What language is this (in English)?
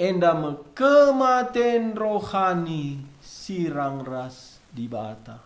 Batak Karo